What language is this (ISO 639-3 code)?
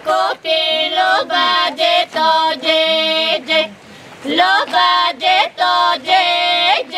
bul